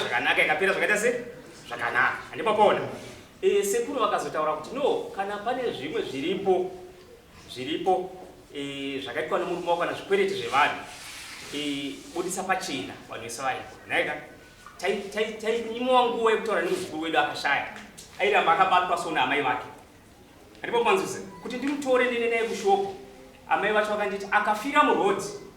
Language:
Shona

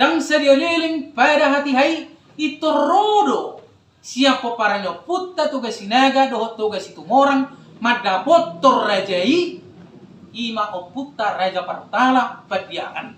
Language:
Batak Toba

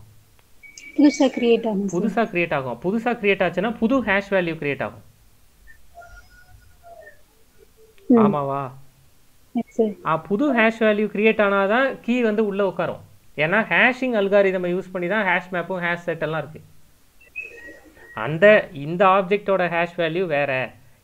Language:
Tamil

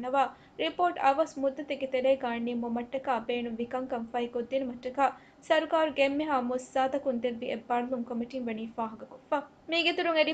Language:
Divehi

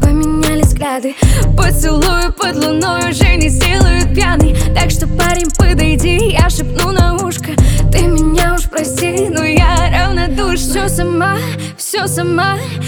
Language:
Russian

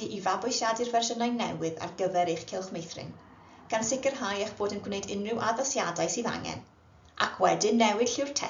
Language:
Welsh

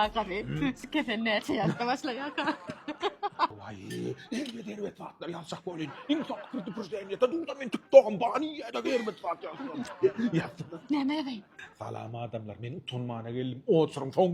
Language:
Turkmen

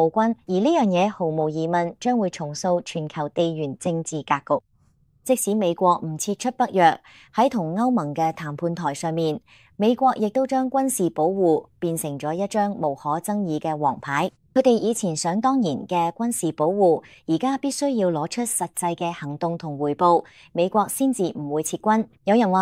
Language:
Cantonese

